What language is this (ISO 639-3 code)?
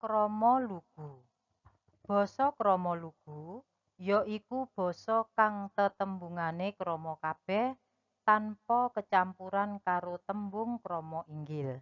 jav